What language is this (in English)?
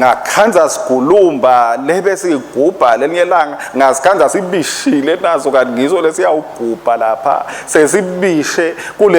Swati